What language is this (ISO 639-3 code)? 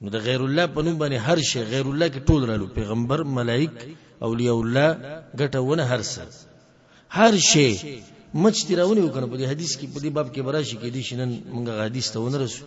pus